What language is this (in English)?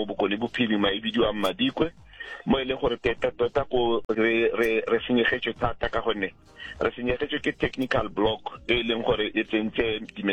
Tswana